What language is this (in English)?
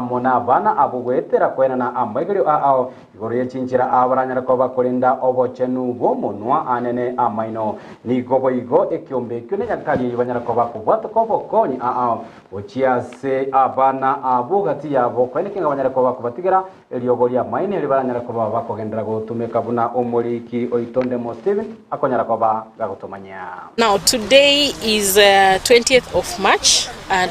Gusii